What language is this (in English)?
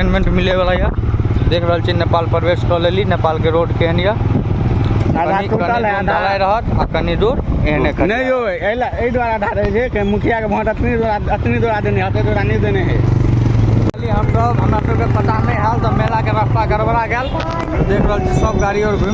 Maithili